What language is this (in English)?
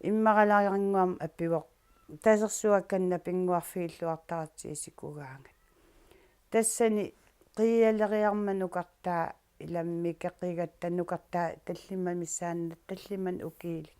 Kalaallisut